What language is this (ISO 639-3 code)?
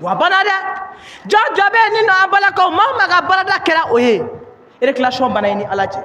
bam